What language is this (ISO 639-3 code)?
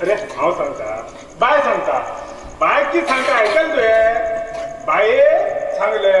kok